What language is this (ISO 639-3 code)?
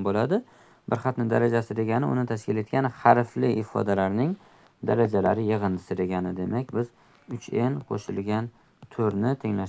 uzb